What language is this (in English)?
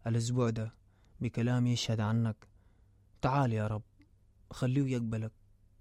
Sudanese Arabic